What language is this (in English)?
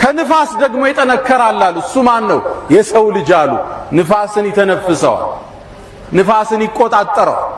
Amharic